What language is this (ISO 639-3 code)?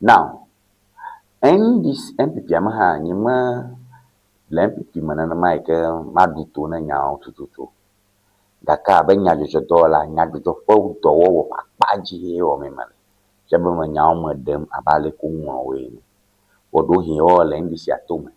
ewe